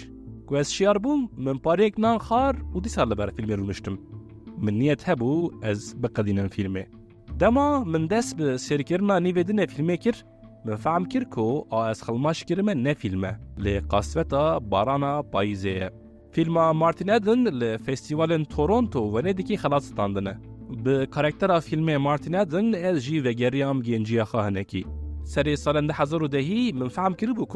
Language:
Kurdish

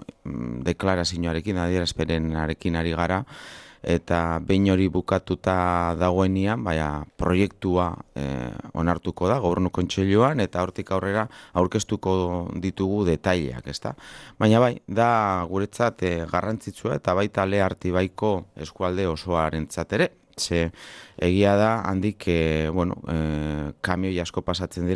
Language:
Basque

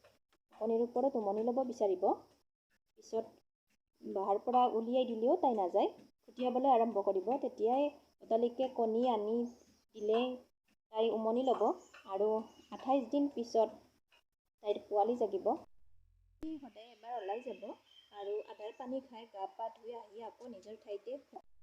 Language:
Assamese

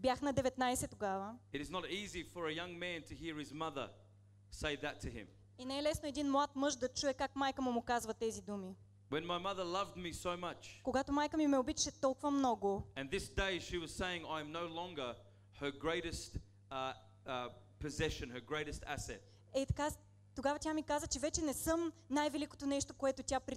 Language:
Bulgarian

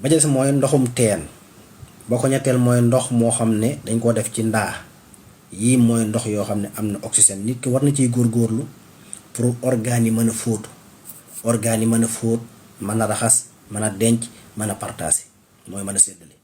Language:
Wolof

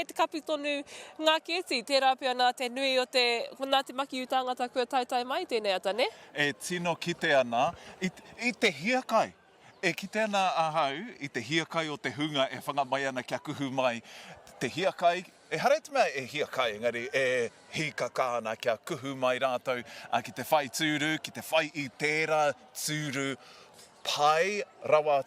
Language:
Māori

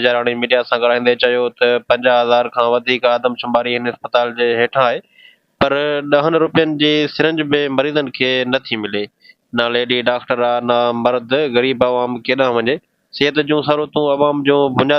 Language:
Sindhi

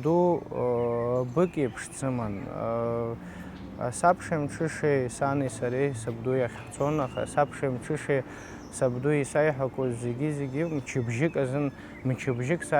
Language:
Abkhazian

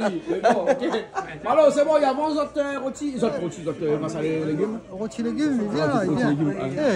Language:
Réunion Creole French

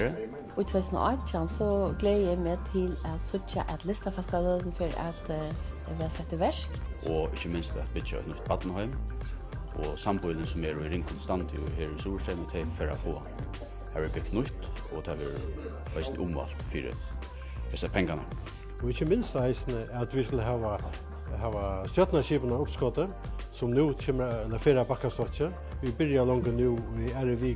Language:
Faroese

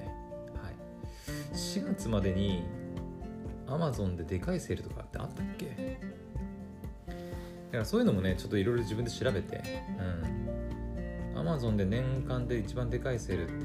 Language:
Japanese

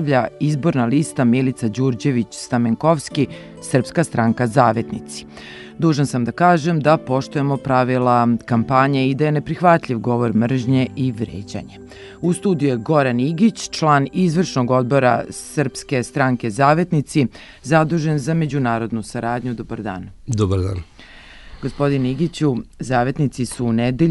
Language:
Serbian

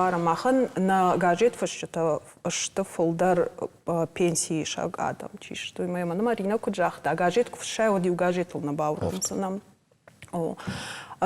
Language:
Ossetic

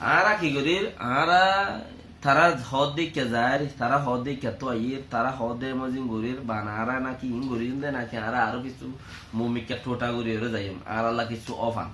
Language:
Rohingya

